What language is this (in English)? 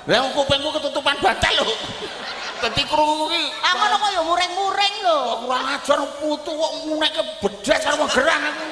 Javanese